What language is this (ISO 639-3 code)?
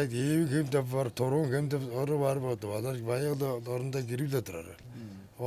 tyv